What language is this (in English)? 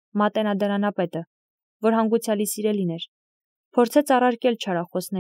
Armenian